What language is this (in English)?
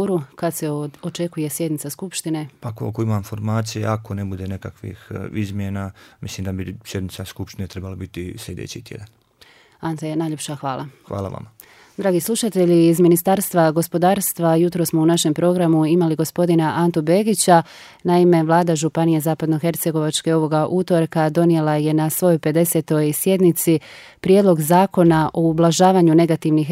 Croatian